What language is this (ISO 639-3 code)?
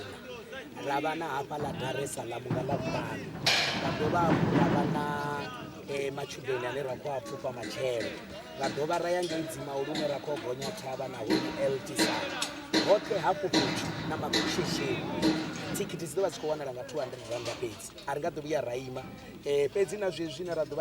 ven